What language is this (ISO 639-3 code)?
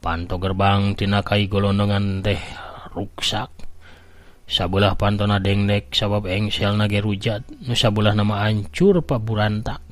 sun